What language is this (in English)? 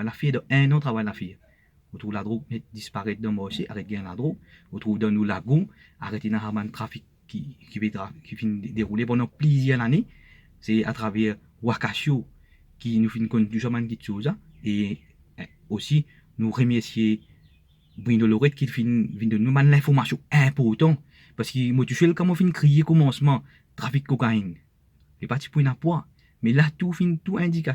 Morisyen